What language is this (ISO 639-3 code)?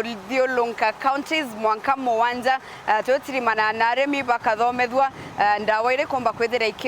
mer